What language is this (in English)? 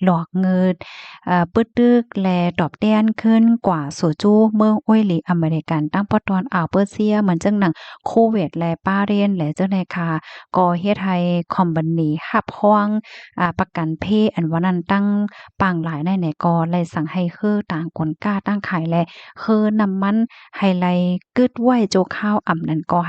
Shan